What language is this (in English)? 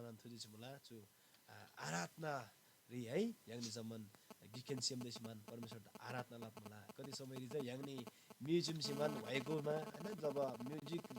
Eastern Tamang